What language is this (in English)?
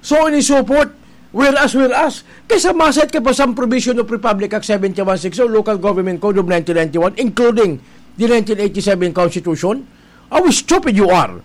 Bikol